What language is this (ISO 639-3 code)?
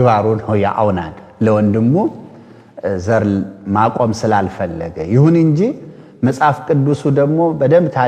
amh